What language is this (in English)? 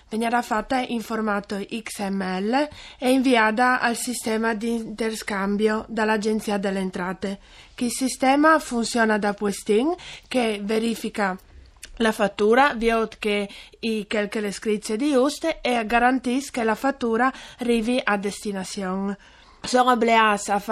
Friulian